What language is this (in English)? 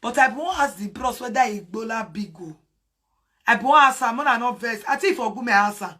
Nigerian Pidgin